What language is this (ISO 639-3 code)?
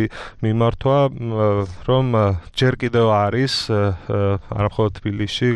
kat